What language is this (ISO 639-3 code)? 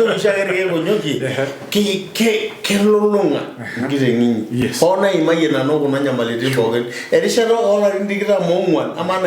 mas